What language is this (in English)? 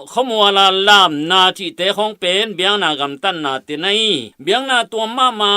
Tedim Chin